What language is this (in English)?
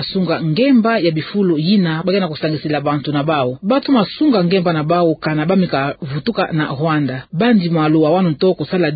Kituba (Democratic Republic of Congo)